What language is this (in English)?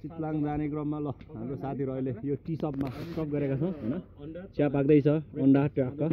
Nepali